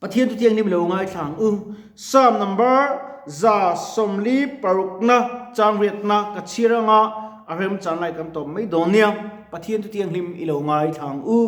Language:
Mizo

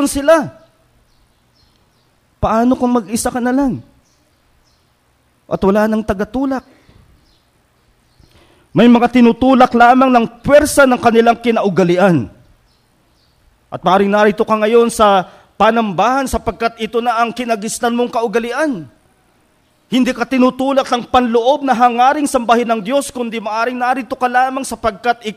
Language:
Filipino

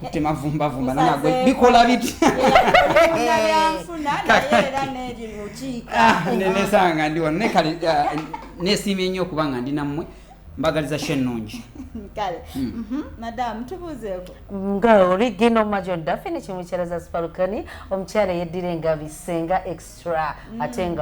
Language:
Ganda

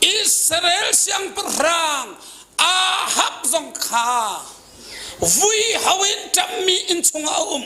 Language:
Hakha Chin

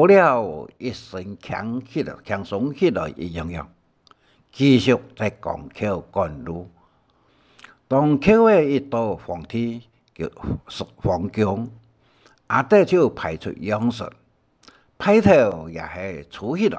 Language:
Hakka Chinese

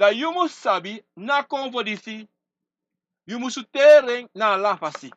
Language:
Sranan Tongo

